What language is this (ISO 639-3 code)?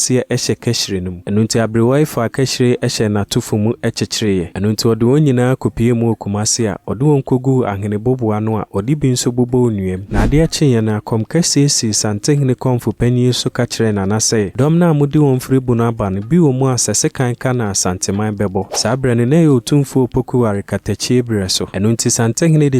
aka